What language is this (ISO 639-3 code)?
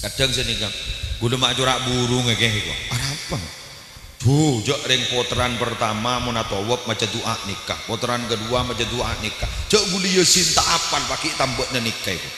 mad